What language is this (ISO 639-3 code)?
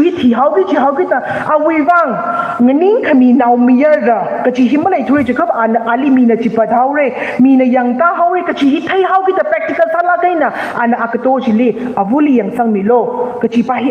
nmf